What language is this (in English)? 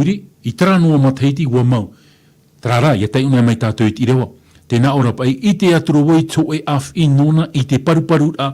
Tahitian